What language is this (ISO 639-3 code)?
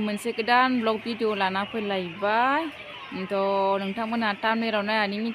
brx